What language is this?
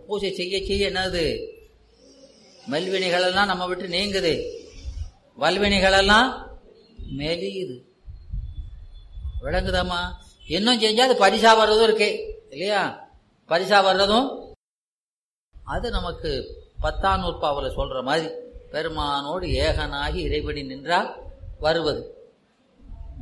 Tamil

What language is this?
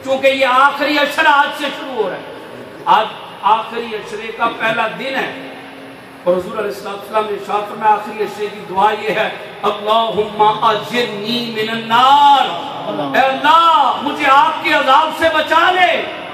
Urdu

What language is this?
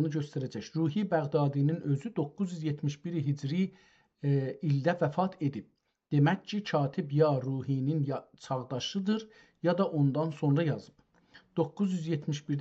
South Azerbaijani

